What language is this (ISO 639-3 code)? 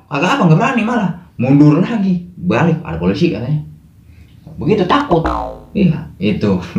bew